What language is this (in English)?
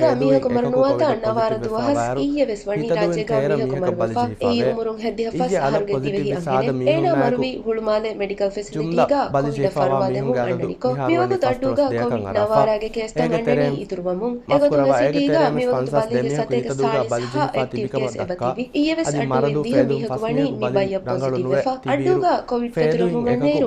Divehi